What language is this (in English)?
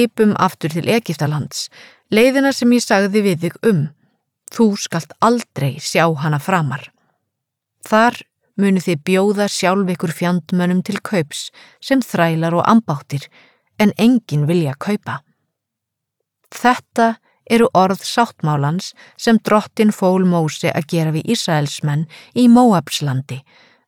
Icelandic